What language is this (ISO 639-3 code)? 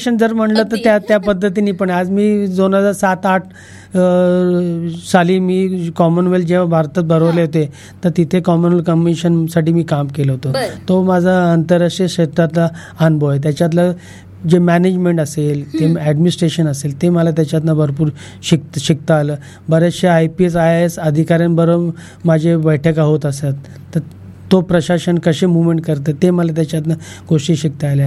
mar